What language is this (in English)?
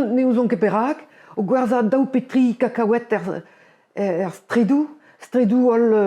Breton